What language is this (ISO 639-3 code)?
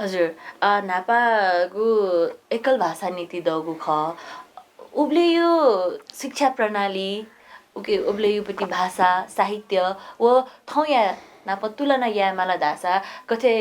new